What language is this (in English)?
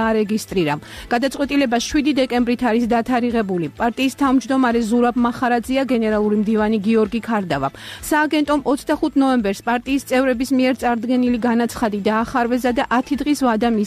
Georgian